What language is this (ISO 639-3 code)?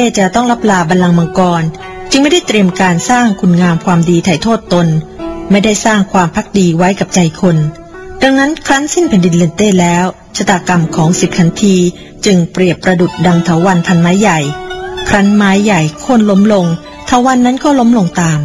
tha